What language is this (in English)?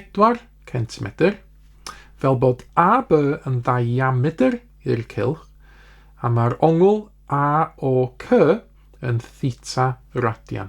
Welsh